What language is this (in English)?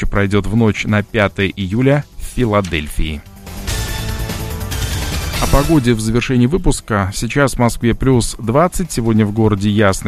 Russian